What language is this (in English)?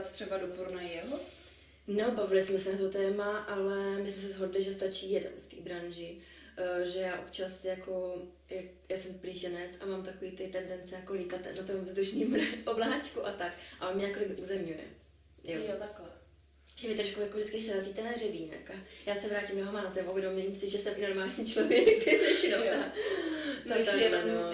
Czech